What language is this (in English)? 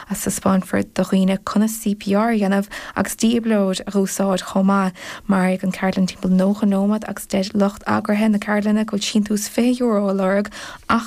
Irish